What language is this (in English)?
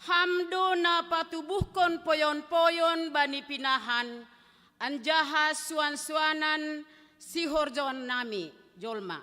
Batak Simalungun